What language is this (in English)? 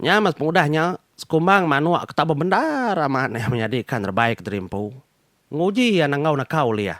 Iban